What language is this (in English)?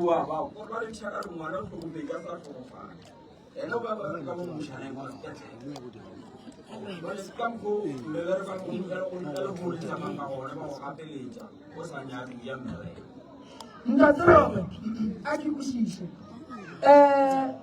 Northern Sotho